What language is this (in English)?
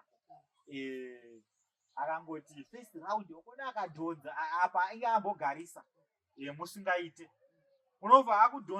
Shona